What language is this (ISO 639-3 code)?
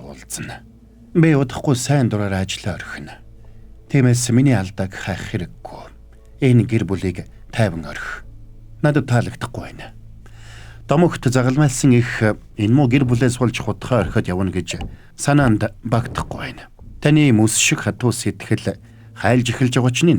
mon